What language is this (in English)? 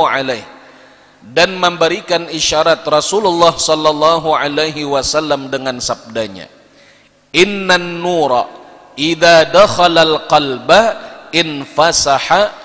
Banjar